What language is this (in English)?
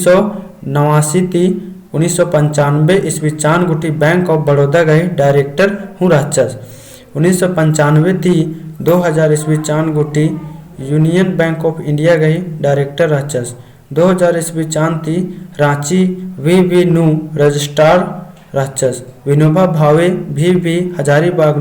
Kurukh